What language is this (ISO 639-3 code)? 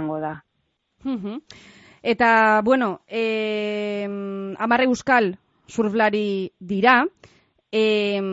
eus